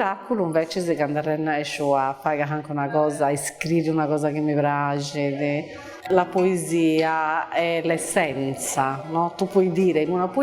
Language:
Sardinian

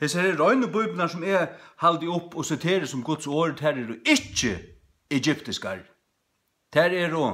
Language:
Faroese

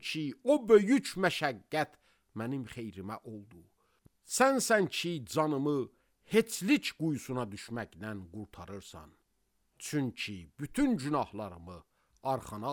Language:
Azerbaijani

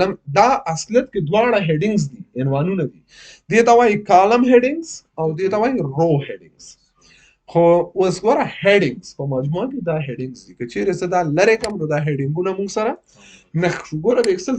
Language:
Pashto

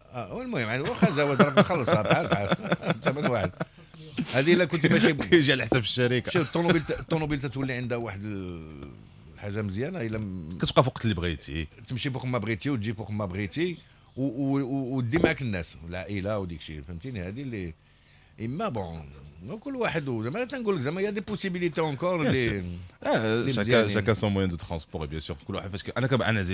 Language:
Moroccan Arabic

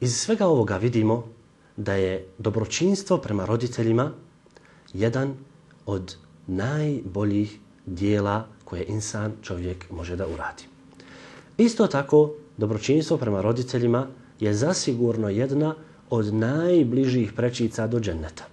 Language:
Bosnian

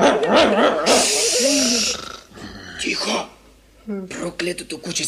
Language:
Bulgarian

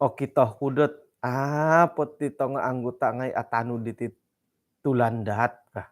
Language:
Central Dusun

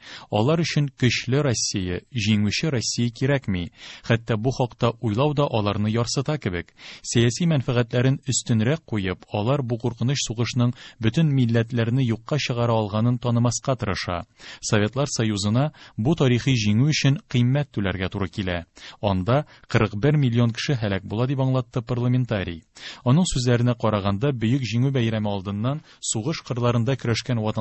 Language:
Tatar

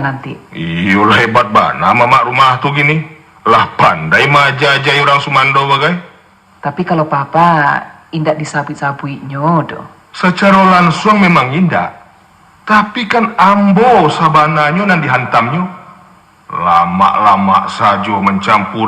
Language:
Minangkabau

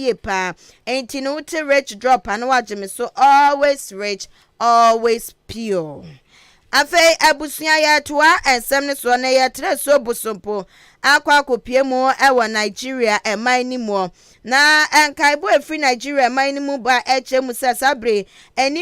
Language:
Akan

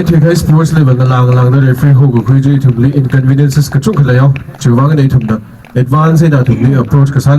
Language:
Tangkhul Naga (India)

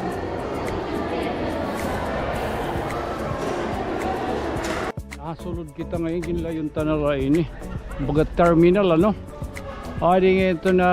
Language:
Waray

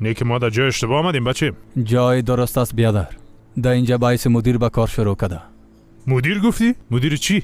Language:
Persian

